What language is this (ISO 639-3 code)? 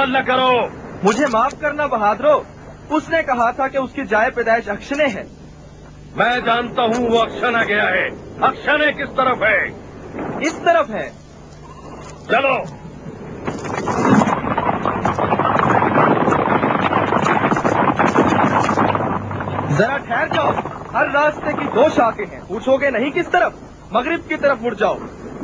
urd